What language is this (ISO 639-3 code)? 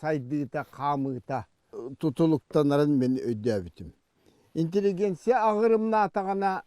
sah